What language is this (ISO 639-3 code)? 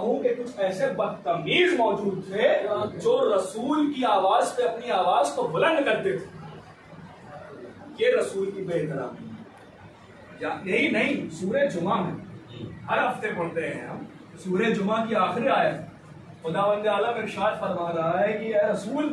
urd